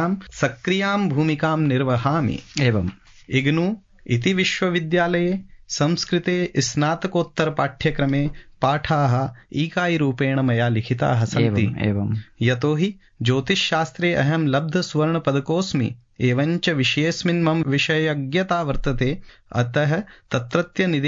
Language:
Sanskrit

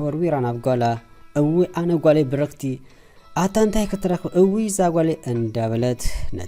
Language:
Tigrinya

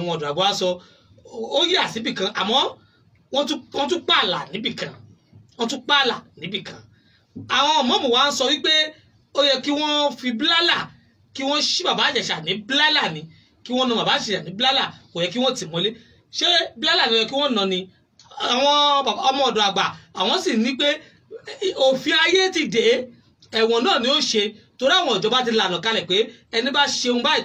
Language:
Yoruba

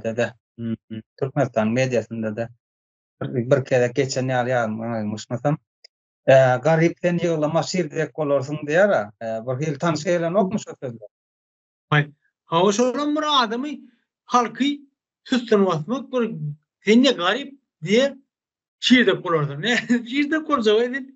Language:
Turkmen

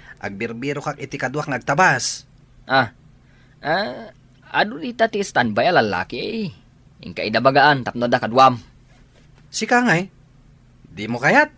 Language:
Iloko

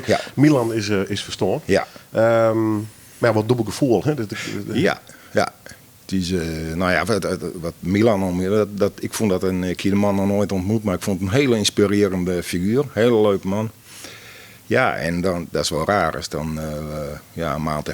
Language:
Western Frisian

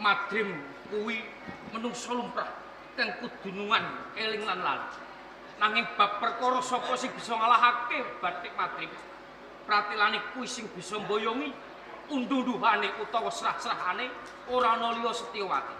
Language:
Javanese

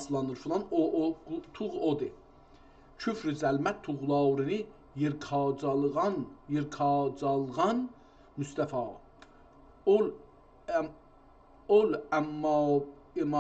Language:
South Azerbaijani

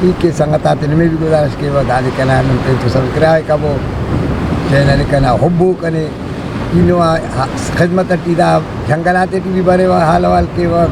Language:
Brahui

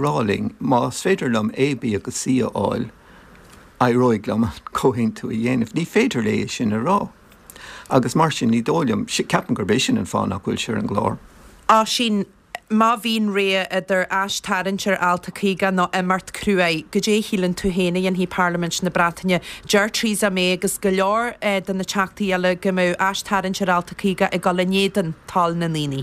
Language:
Irish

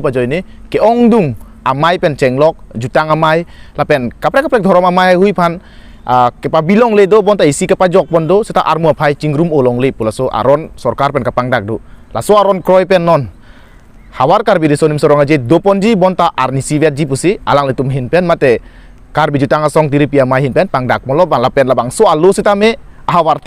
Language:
Karbi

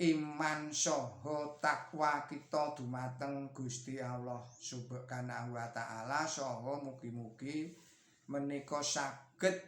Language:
Javanese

